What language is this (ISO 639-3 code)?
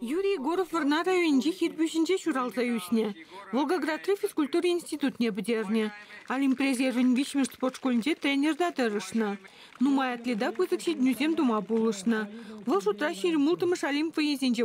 chv